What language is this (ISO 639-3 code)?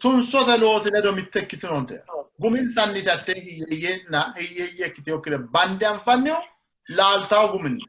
sid